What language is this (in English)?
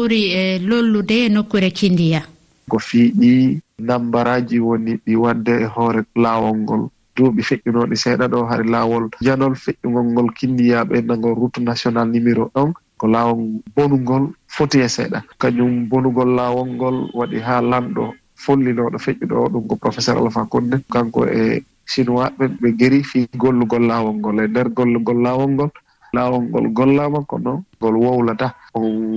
Fula